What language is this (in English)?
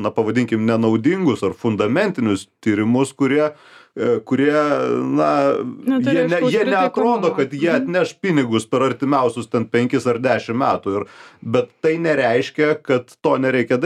Lithuanian